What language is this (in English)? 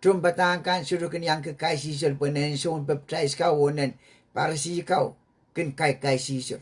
Pohnpeian